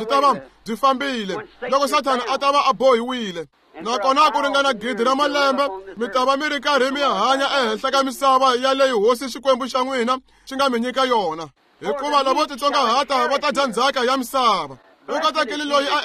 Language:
Tsonga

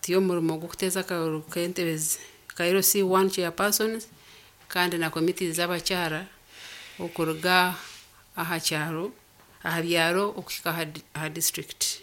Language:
Nyankole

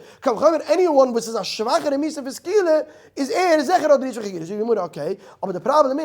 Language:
Yiddish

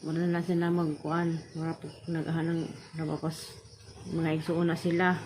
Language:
Cebuano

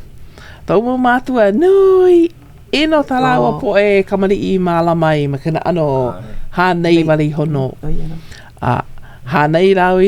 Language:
Hawaiian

